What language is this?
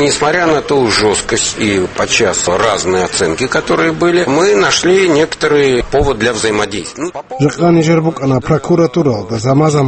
Avaric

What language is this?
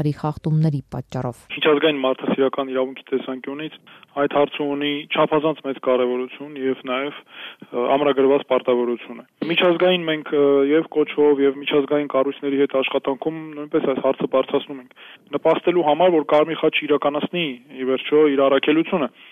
Armenian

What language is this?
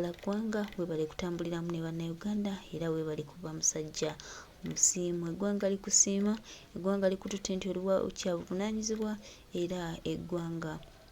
Ganda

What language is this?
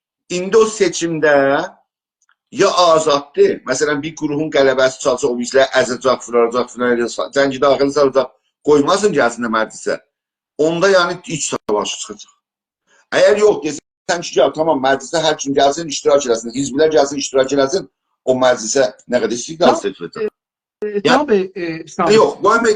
South Azerbaijani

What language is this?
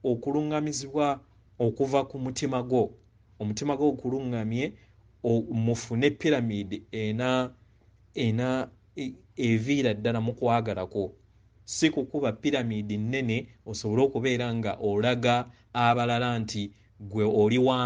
Ganda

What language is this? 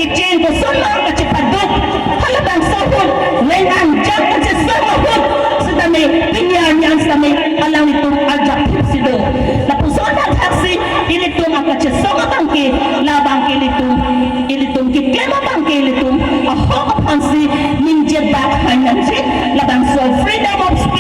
Karbi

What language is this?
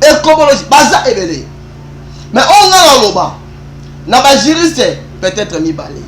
Lingala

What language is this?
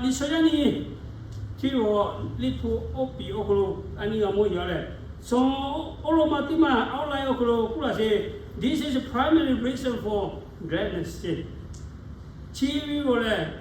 Lahu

